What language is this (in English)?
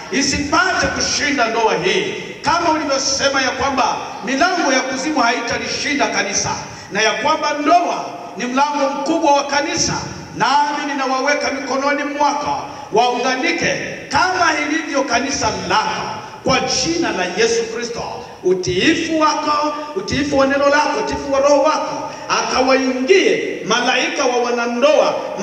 Swahili